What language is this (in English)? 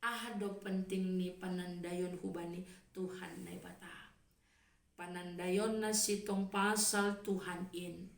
Batak Simalungun